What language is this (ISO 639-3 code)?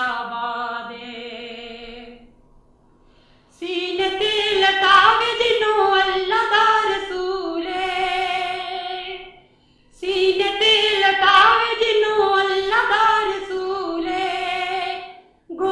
urd